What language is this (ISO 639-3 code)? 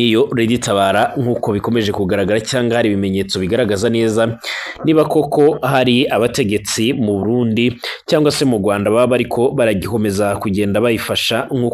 run